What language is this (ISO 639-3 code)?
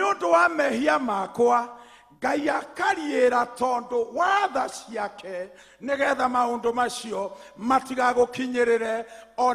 kik